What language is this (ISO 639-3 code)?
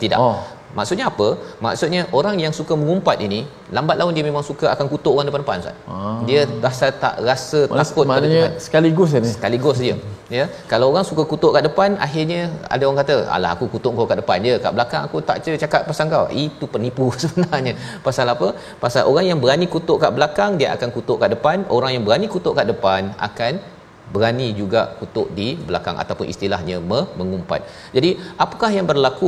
msa